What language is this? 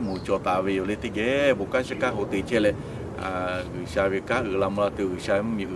Lahu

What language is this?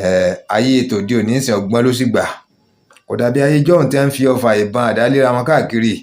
Yoruba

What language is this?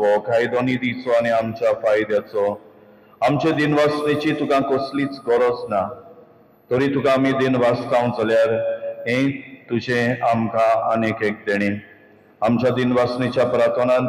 Konkani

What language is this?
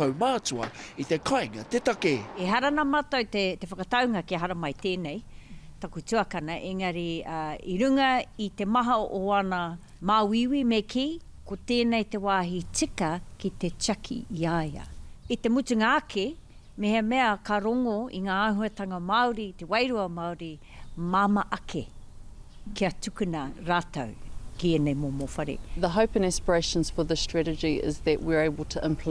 Māori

